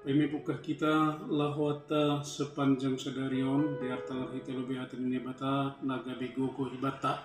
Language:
Batak Simalungun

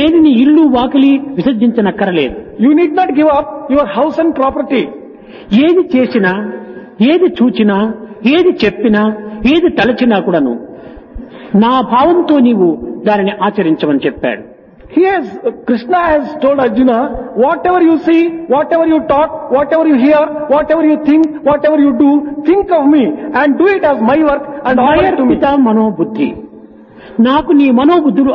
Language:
Telugu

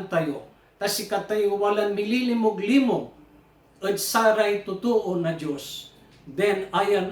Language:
Pangasinan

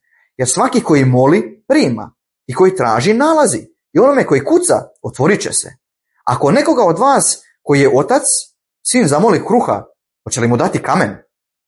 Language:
Croatian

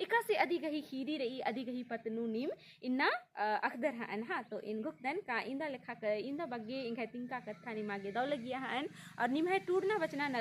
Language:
Kurukh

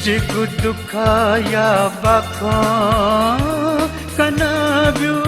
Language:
Newari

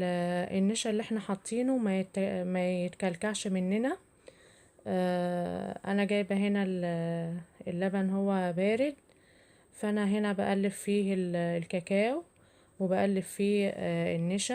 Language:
Egyptian Arabic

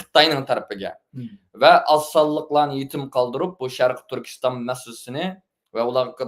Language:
Uyghur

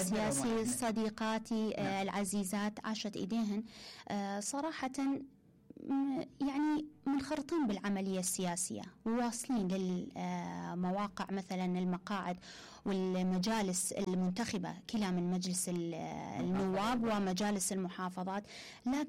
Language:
Mesopotamian Arabic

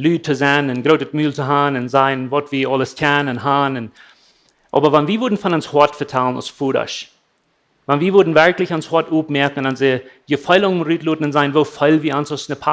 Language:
Plautdietsch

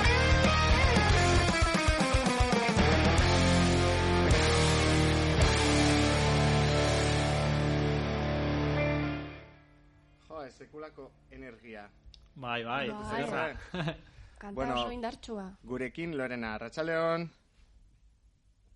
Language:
Basque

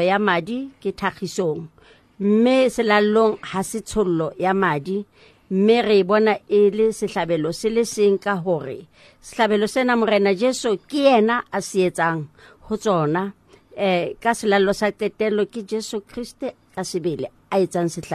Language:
Southern Sotho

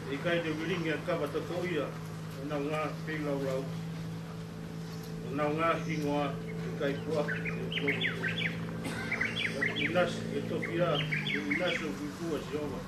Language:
Tongan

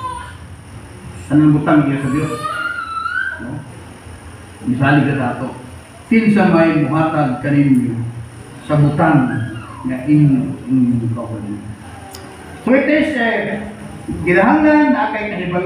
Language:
Cebuano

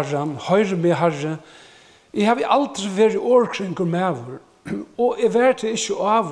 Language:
Faroese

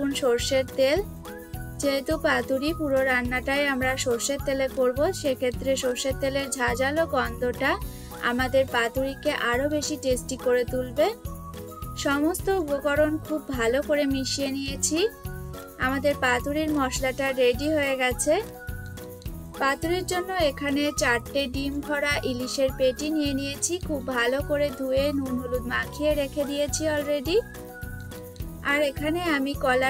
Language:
Bangla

